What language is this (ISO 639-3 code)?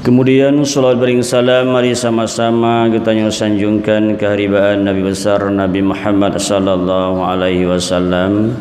ace